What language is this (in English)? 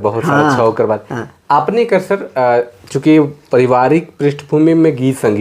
Sadri